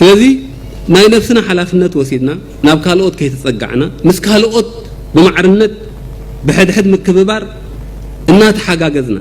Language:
Tigrinya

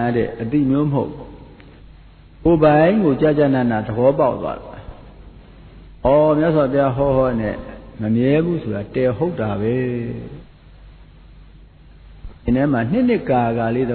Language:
Burmese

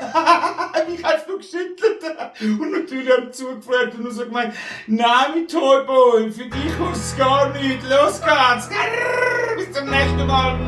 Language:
Swiss German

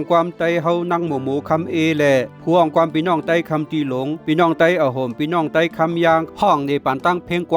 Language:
Shan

